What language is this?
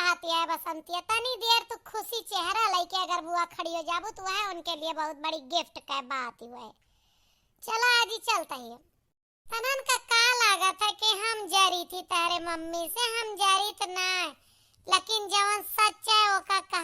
Awadhi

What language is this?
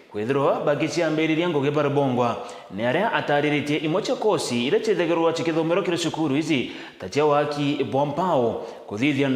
Meru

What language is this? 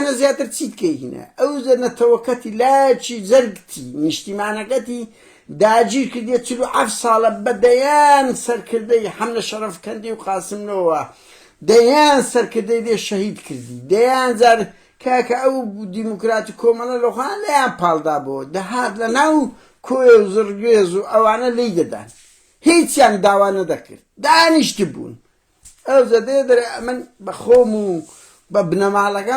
Central Kurdish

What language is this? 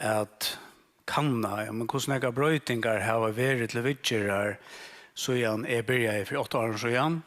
Faroese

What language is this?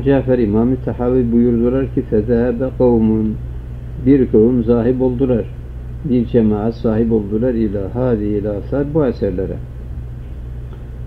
Turkish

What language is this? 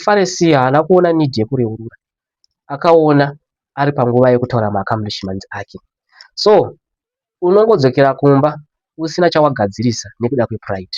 Shona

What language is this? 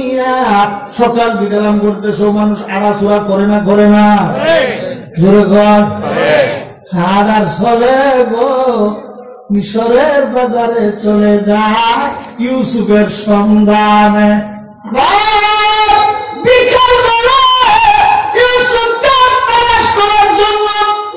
Bangla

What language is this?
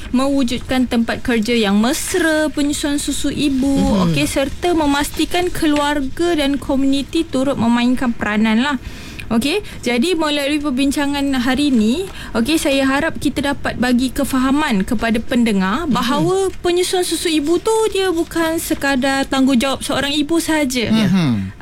Malay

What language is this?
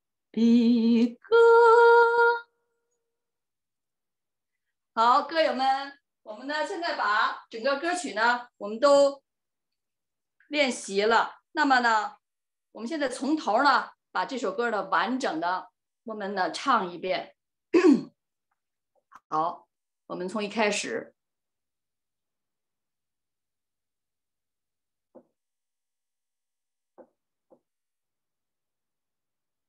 Chinese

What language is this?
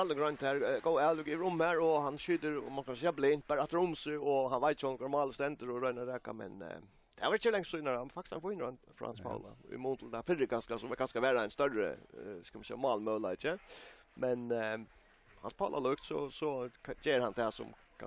Faroese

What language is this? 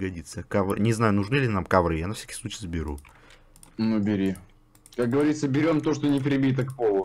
Russian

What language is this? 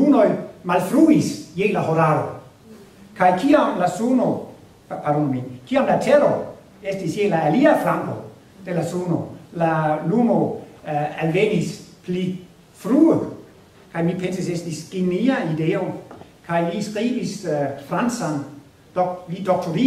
Esperanto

